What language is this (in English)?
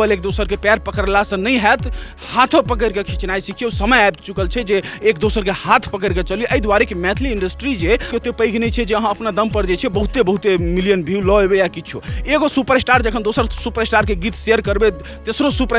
Maithili